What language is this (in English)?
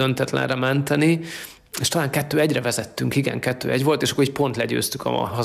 Hungarian